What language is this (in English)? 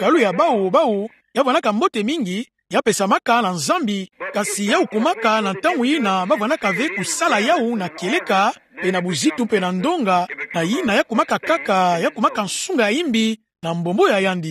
Kituba (Democratic Republic of Congo)